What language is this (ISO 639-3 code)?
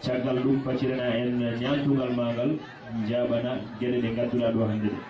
ful